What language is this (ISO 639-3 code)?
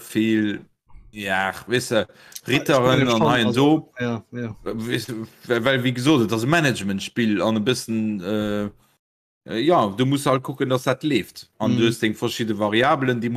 ltz